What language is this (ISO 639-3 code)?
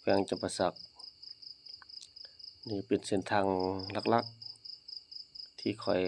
lao